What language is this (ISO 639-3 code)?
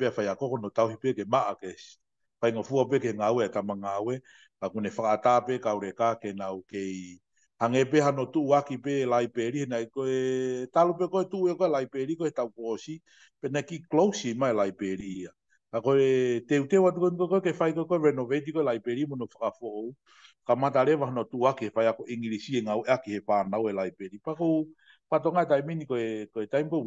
ton